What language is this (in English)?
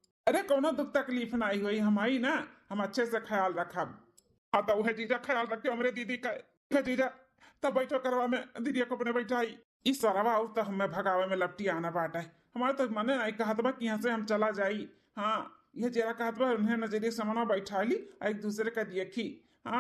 Awadhi